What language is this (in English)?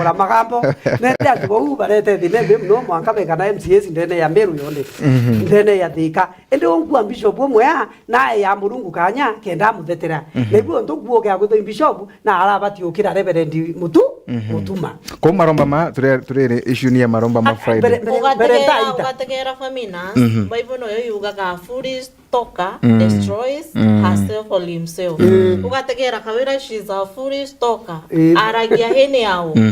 Meru